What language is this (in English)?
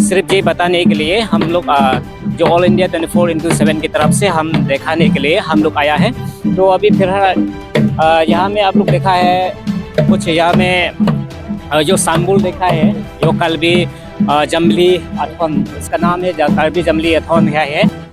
Karbi